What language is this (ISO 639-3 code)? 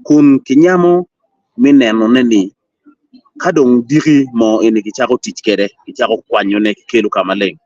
ach